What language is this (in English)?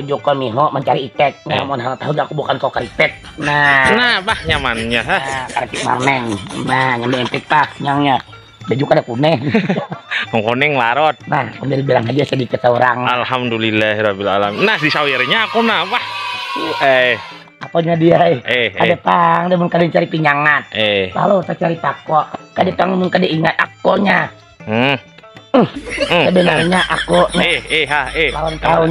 Banjar